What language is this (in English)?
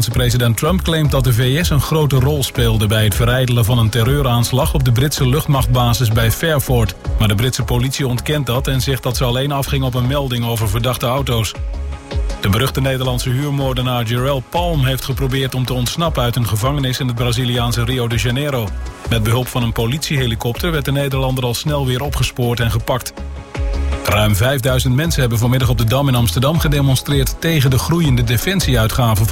Dutch